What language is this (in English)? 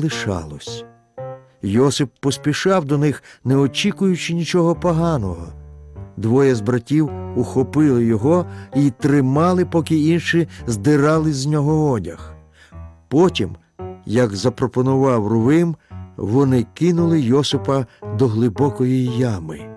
Ukrainian